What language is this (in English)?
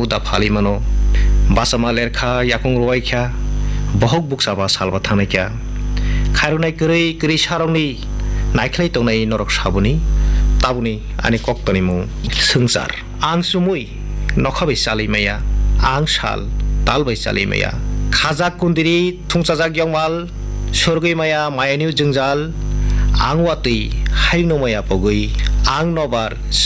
Kok Borok